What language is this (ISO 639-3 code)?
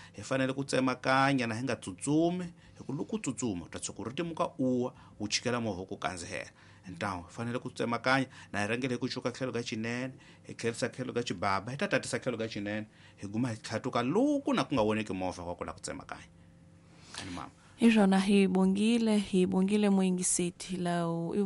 tso